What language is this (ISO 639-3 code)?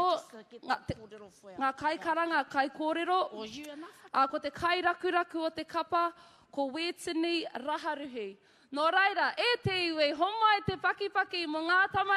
mri